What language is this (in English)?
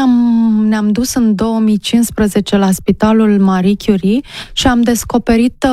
Romanian